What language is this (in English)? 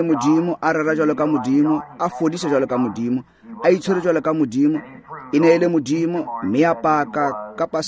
Tswana